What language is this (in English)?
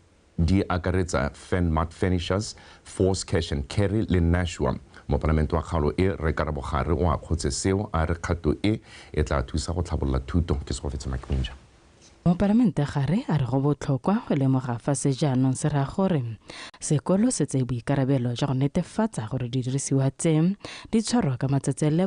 Tswana